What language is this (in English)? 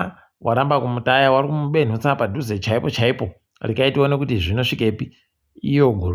Ndau